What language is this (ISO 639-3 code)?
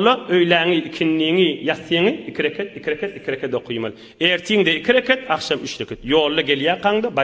tuk